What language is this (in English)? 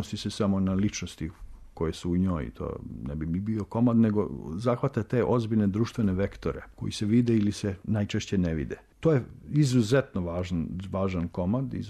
Serbian